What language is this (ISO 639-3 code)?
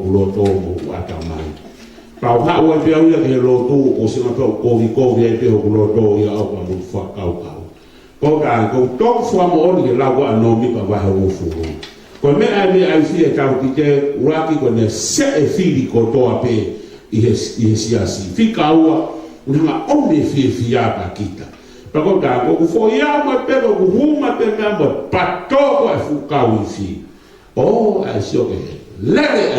ton